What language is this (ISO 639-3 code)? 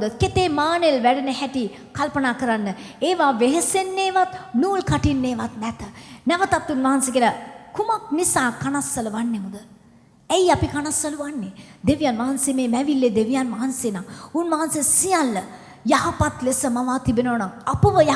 sin